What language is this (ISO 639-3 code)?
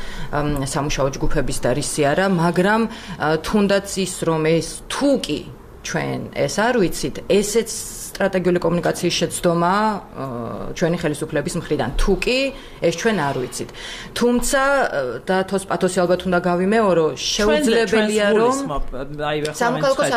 kat